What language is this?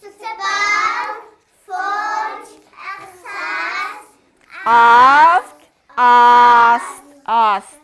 Ossetic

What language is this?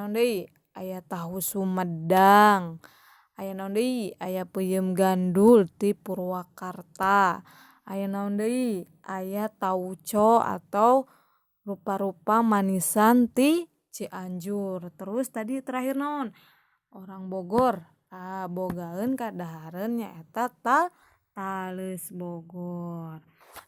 Sundanese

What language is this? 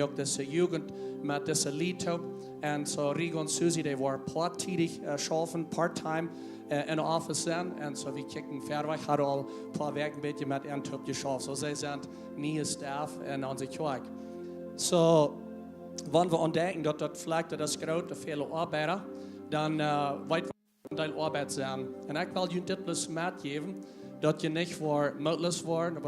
Plautdietsch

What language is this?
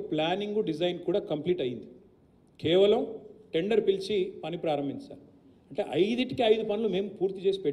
Telugu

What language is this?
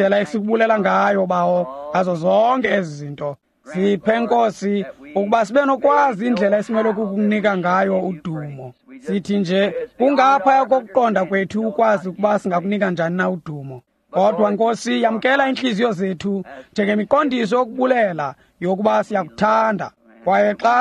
Xhosa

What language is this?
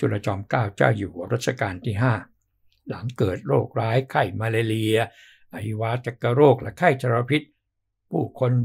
Thai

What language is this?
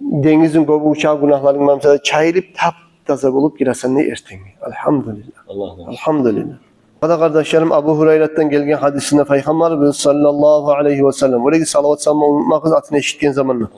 Kumyk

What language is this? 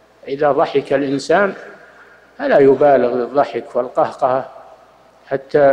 Arabic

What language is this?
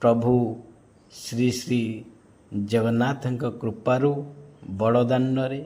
Odia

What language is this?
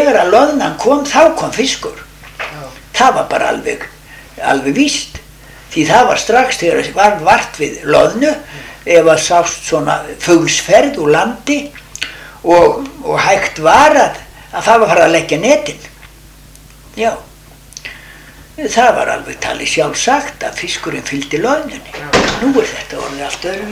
Icelandic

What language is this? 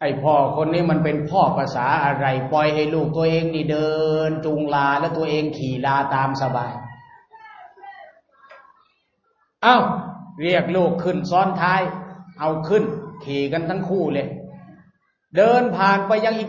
Thai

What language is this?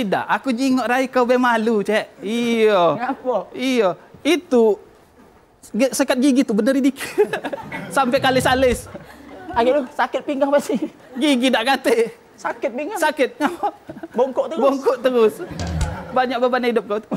Musi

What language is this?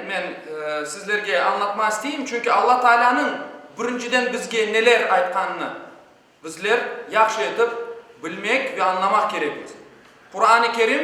Crimean Tatar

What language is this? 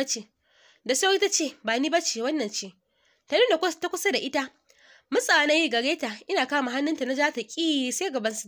Hausa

